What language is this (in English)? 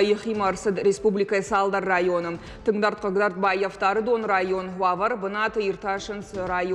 Ossetic